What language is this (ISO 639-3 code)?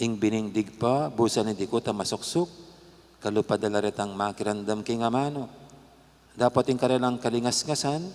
pam